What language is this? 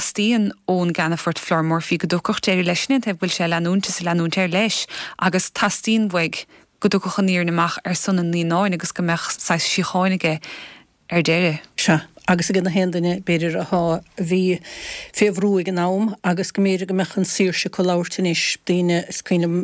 Irish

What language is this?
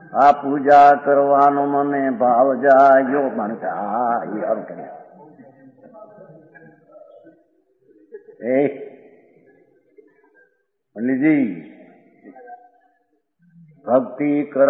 Gujarati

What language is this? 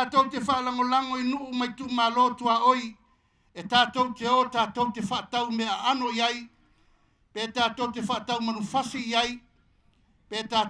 Samoan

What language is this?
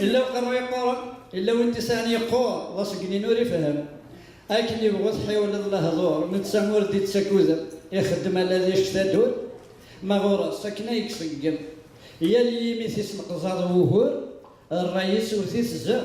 Kabyle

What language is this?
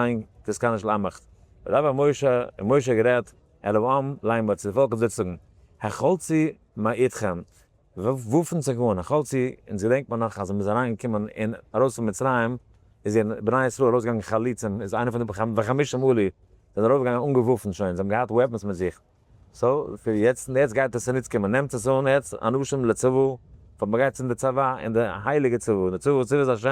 Yiddish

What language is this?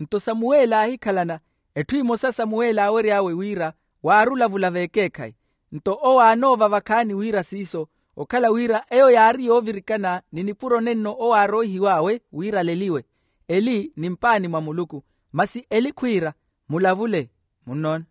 Makhuwa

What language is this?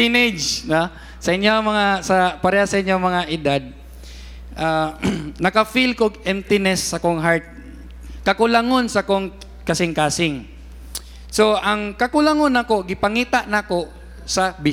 Cebuano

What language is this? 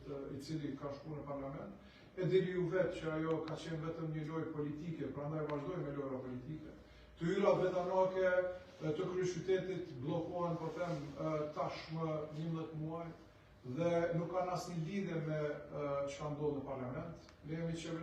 Albanian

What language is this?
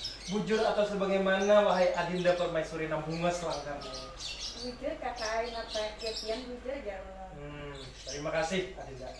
Banjar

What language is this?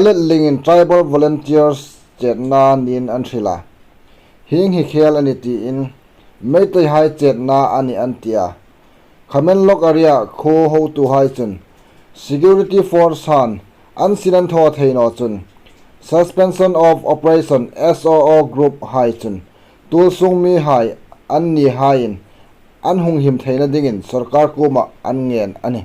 Hmar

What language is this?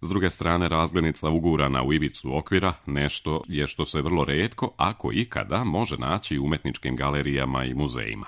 Serbian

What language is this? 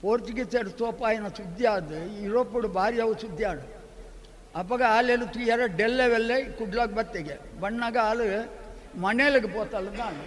Tulu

